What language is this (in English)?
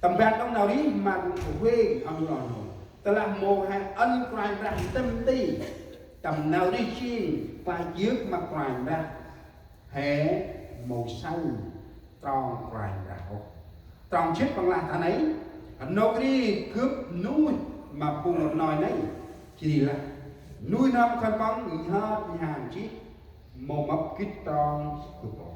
Central Mnong